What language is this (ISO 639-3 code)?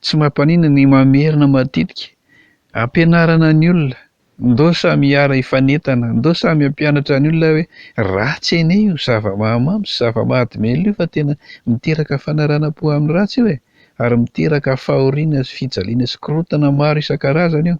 mlg